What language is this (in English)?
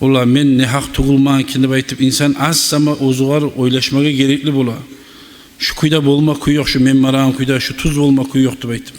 Kumyk